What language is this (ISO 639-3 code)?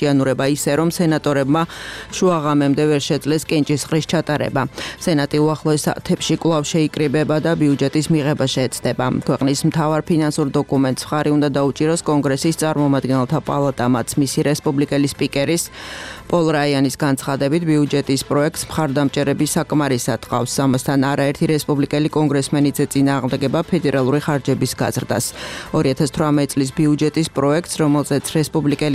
kat